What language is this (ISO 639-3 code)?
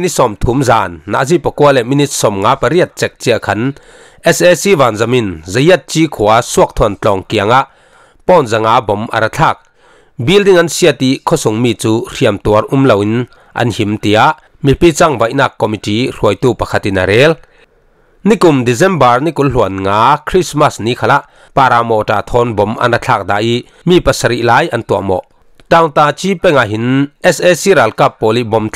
cfm